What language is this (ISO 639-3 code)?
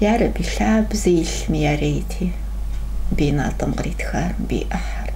kbd